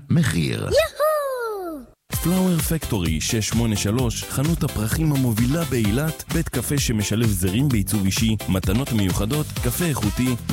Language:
Hebrew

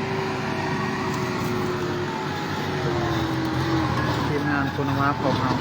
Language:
Lao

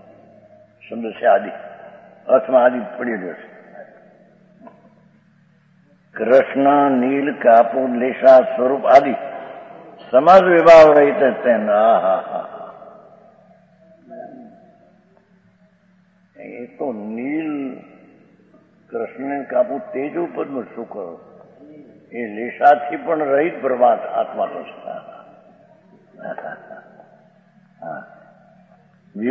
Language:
Gujarati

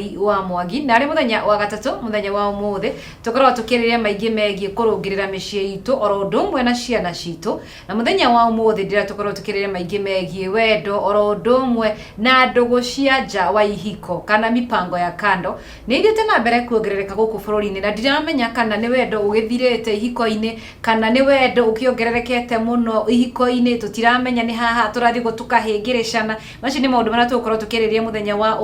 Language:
Kikuyu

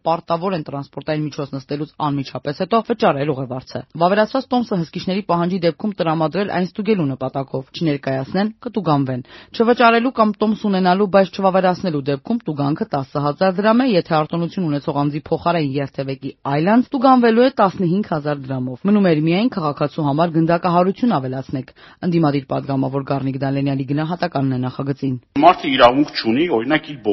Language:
Armenian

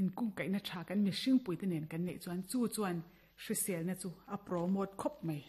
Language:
Mizo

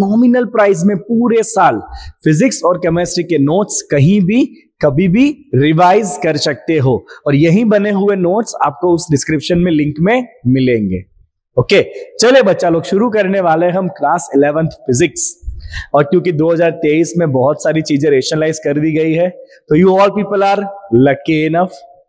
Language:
Hindi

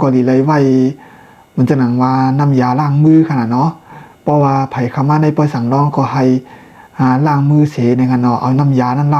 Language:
Shan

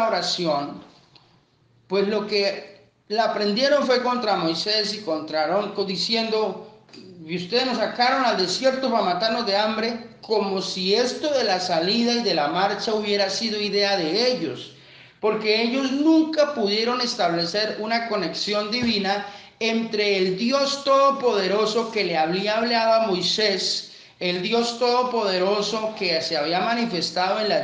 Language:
Spanish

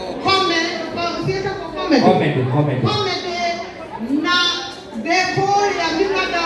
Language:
Kikuyu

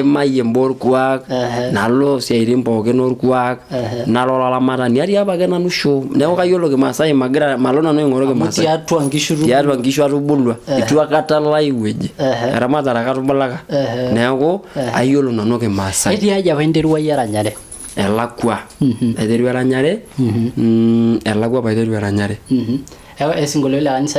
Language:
Masai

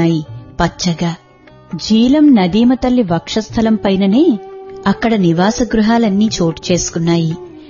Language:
Telugu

